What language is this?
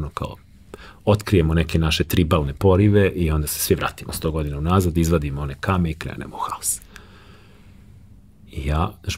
Serbian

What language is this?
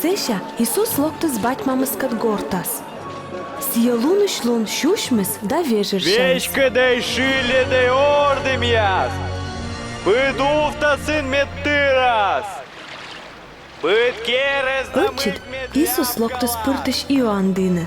Komi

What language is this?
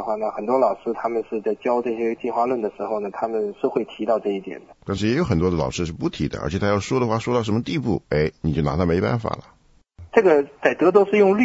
Chinese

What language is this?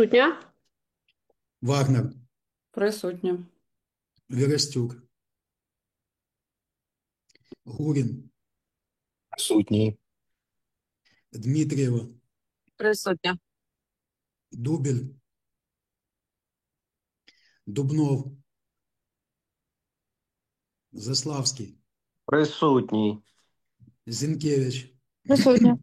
Ukrainian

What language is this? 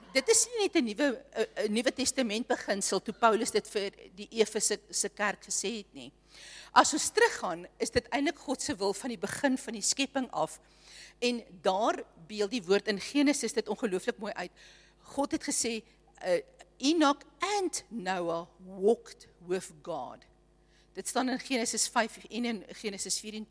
Afrikaans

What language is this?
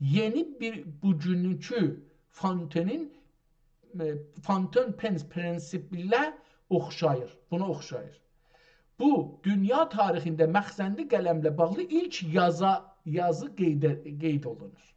South Azerbaijani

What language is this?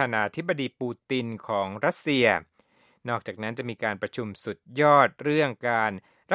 Thai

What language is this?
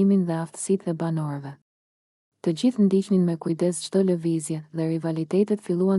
Albanian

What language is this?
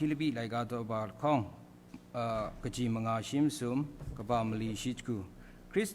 Kachin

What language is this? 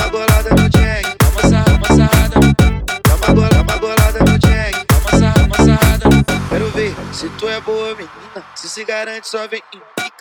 Portuguese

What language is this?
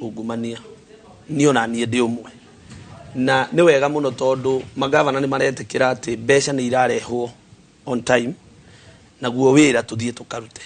Kikuyu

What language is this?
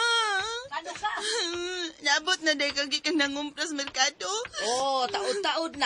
Cebuano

